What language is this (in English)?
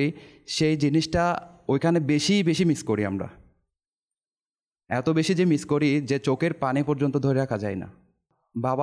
Bangla